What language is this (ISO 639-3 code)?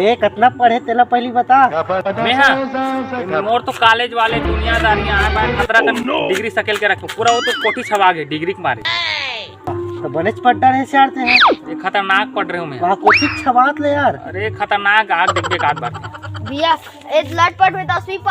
hne